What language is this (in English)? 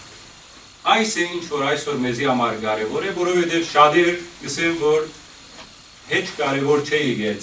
Western Armenian